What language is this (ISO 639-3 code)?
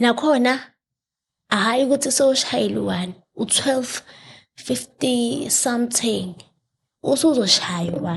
zul